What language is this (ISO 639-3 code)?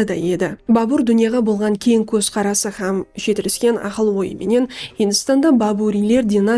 kaa